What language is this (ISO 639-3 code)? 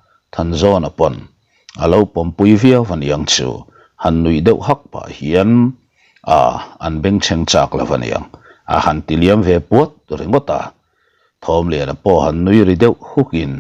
lus